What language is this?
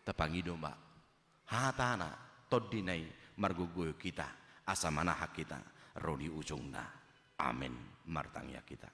Batak Toba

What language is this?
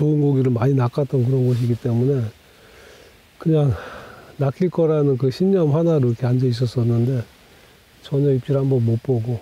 Korean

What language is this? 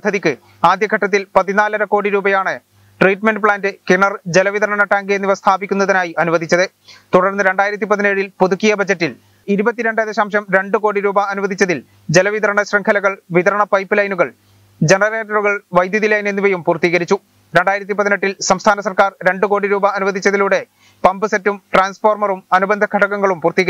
Malayalam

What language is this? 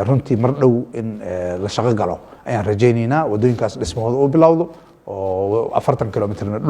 Somali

